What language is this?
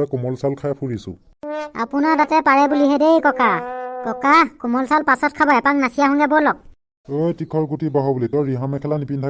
Assamese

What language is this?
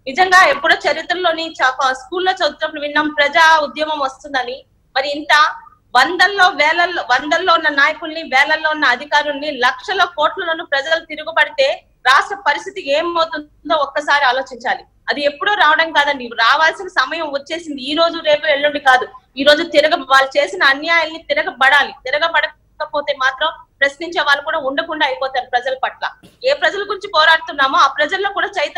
Telugu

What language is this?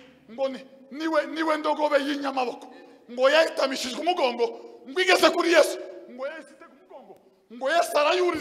Kinyarwanda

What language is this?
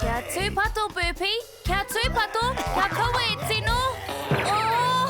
Māori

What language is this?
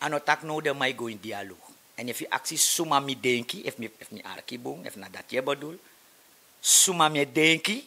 Sranan Tongo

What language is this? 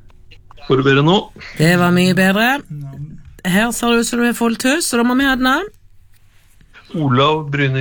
Norwegian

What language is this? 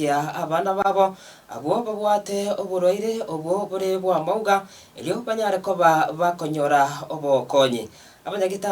Gusii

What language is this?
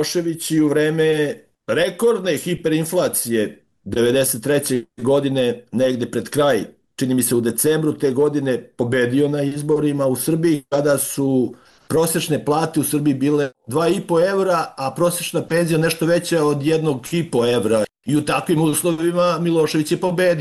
Serbian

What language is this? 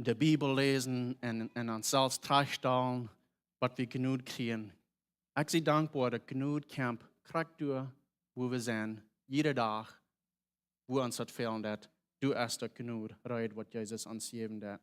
Plautdietsch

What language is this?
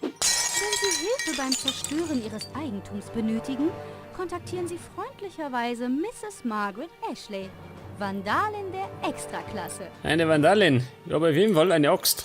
Bavarian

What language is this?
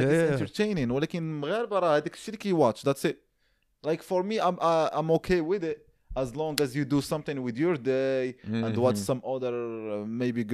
Moroccan Arabic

